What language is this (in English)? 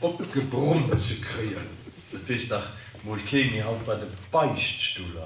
Luxembourgish